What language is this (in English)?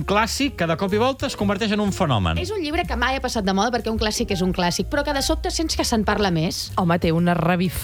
Catalan